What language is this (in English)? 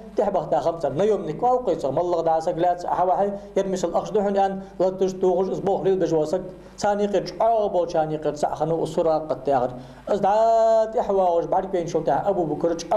Ingush